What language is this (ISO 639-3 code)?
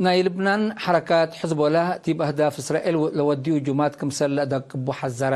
tig